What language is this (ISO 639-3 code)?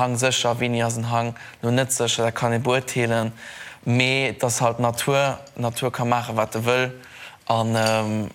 ltz